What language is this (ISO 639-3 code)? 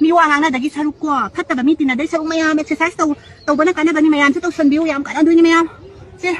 mni